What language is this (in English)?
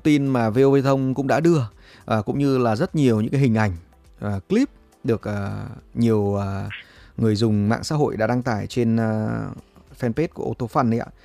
Vietnamese